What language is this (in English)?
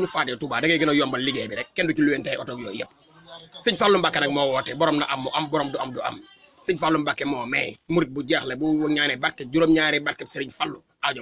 Wolof